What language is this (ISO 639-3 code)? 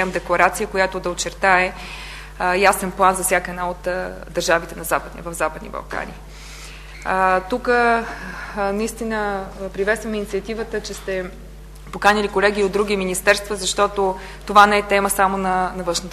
bul